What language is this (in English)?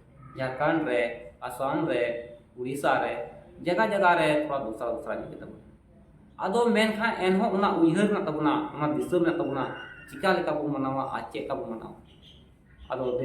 Santali